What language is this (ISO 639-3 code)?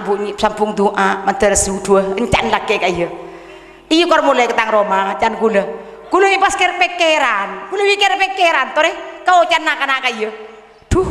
mad